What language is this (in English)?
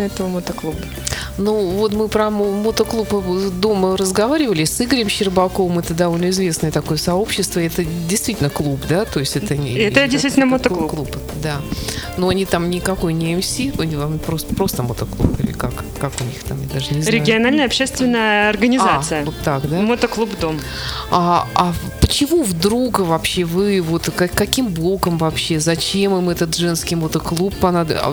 Russian